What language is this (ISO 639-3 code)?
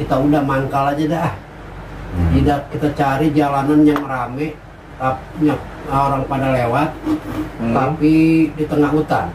bew